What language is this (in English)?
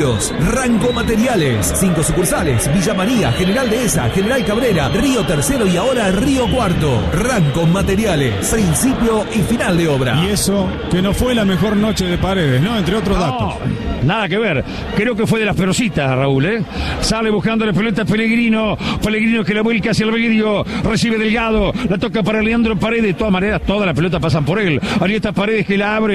Spanish